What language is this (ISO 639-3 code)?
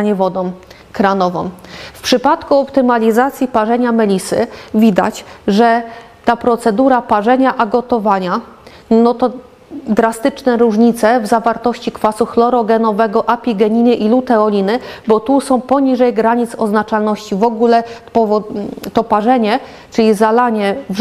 pol